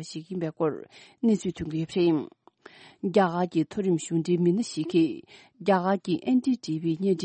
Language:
Tibetan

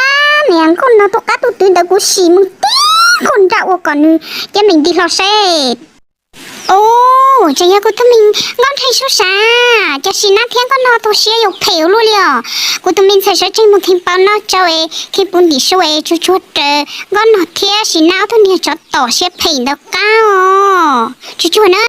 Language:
Hmong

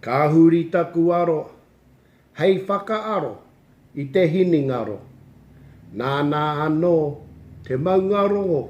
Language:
Māori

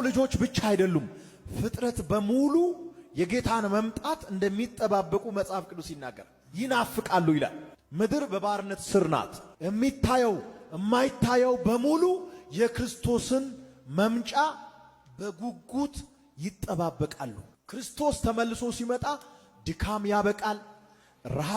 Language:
Amharic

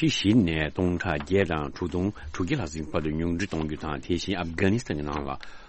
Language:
Tibetan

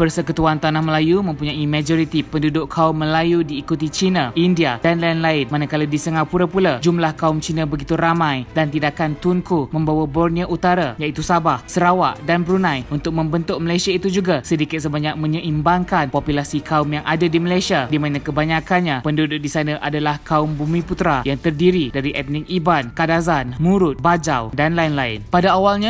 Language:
Malay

